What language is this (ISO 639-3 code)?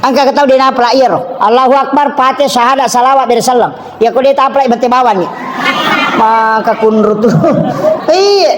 bug